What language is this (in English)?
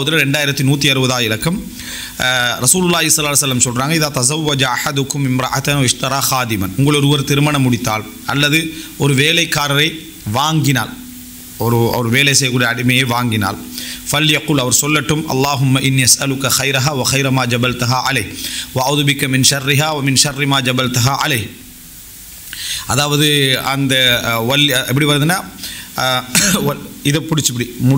Tamil